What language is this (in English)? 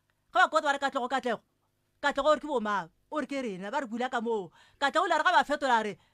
Northern Sotho